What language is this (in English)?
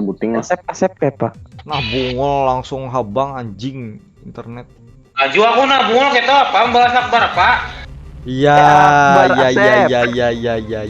Banjar